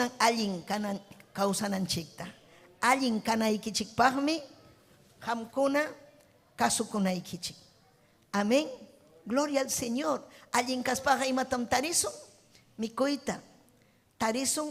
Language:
Ayacucho Quechua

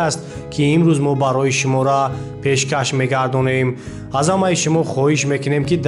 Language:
Tajik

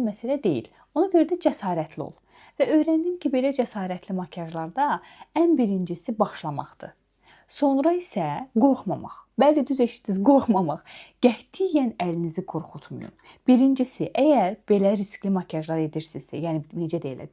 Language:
Azerbaijani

